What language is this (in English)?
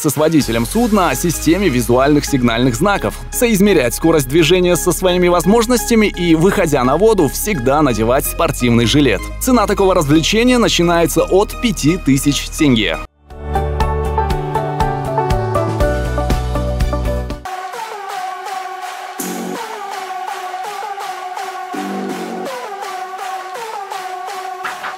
Russian